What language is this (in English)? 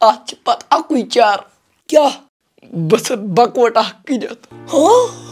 Kashmiri